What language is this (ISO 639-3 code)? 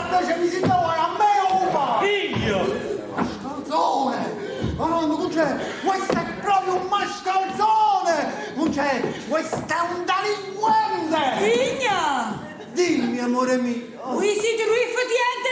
nap